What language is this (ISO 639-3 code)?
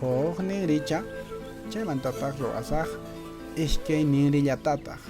que